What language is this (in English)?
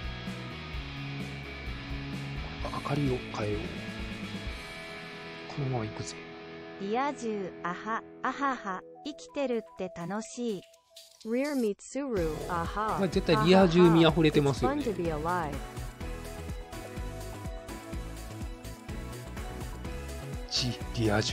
Japanese